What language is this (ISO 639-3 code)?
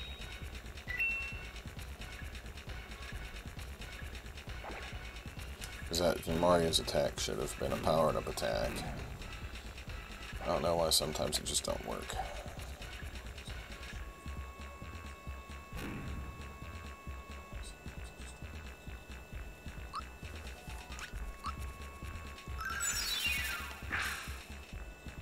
eng